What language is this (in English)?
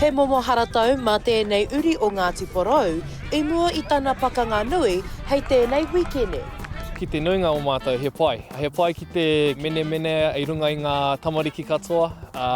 Māori